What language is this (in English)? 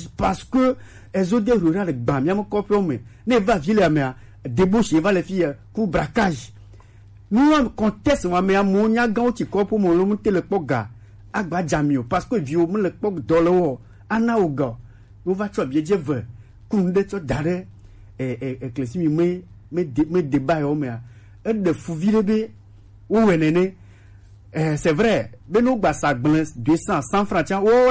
Gen